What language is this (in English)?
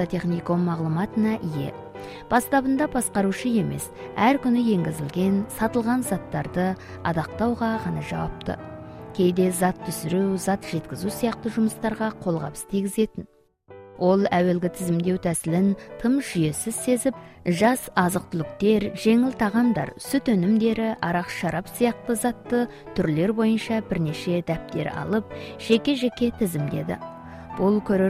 Kazakh